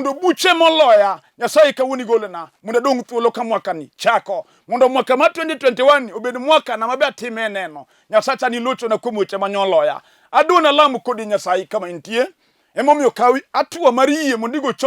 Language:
Luo (Kenya and Tanzania)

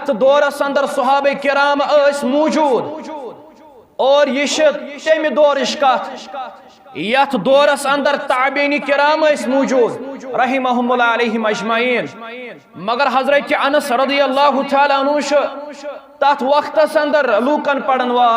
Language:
Kashmiri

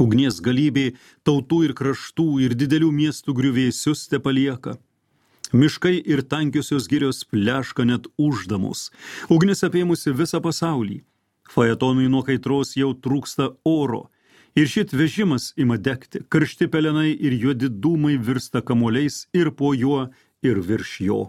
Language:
Lithuanian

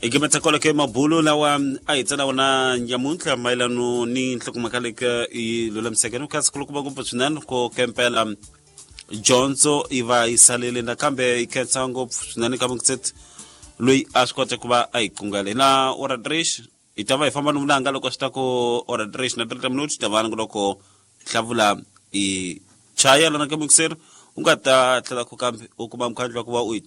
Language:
Tsonga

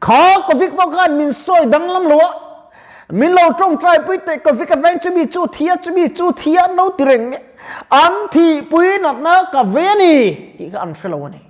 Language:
Mizo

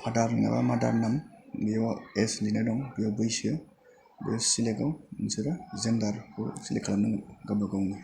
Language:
Bodo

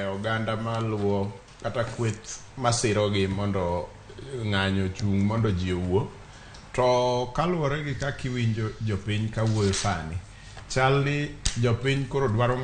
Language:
Luo (Kenya and Tanzania)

